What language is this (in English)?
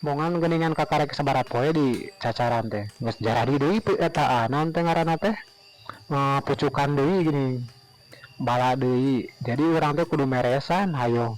Sundanese